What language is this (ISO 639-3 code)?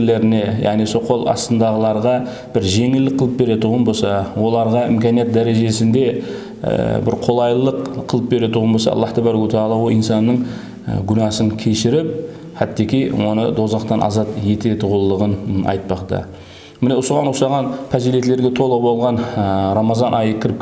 kaa